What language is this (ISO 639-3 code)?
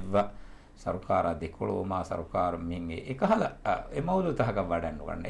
div